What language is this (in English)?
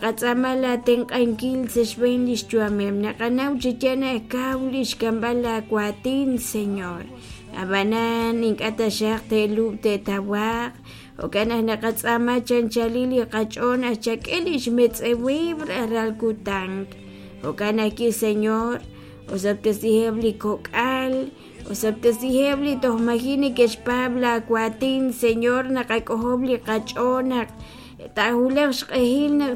Kekchí